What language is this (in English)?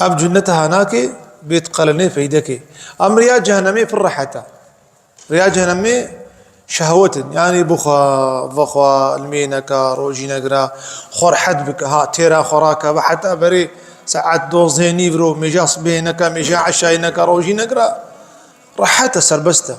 Kurdish